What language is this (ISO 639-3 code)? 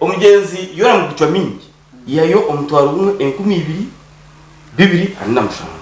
nyn